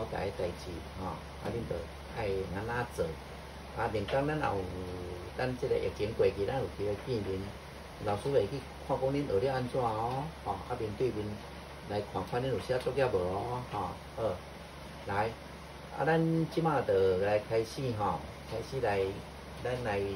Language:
Min Nan Chinese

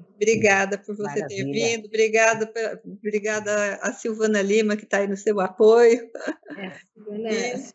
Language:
Portuguese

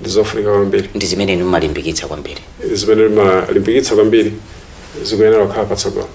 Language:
Nyanja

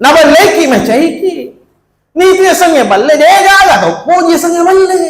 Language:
Buginese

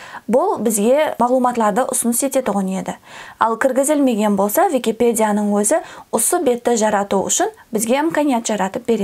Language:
Kara-Kalpak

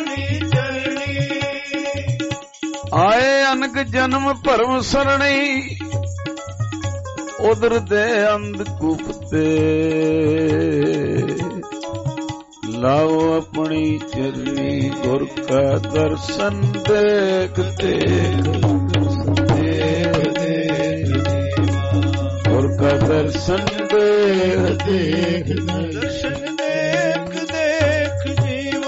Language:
Punjabi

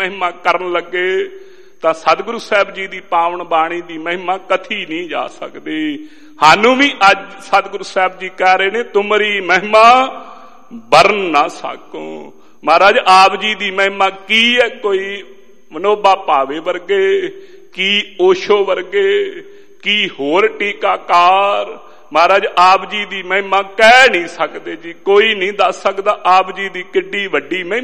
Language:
Punjabi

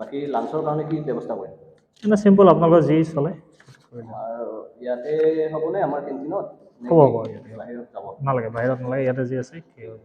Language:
Assamese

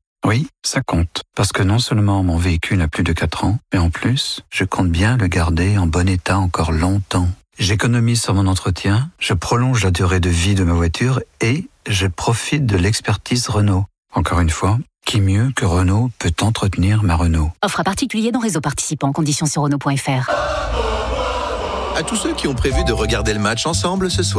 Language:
French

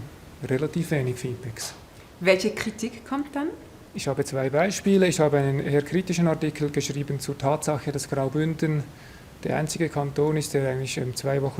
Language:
Romansh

